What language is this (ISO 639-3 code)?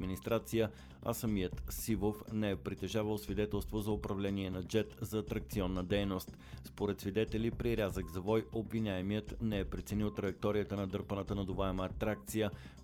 bul